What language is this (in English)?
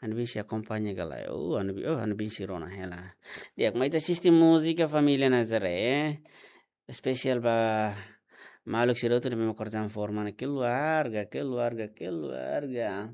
Tetum